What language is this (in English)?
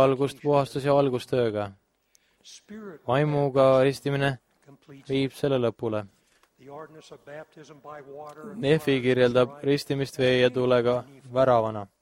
Estonian